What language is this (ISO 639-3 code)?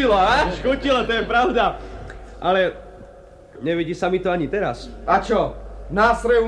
slk